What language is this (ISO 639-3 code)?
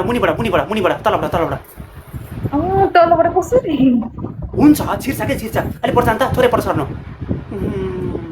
nep